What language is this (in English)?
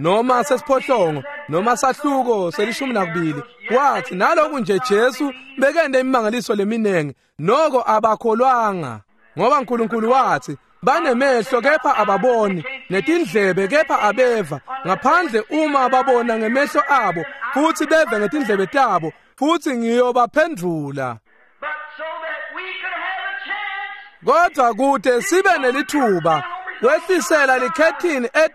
Swati